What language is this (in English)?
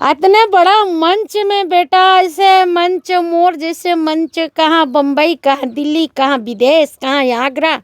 Chhattisgarhi